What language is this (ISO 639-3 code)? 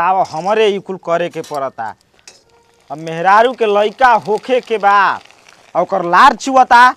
bho